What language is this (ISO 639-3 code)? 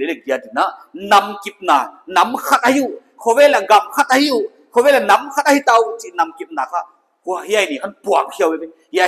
pck